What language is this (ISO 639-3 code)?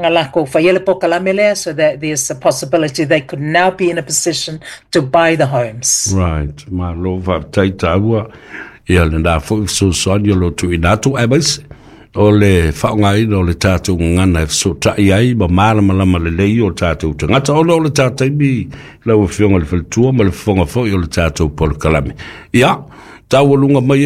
smo